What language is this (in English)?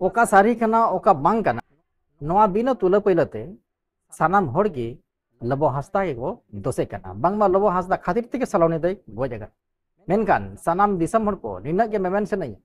Santali